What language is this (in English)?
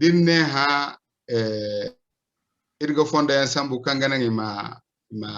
Zarma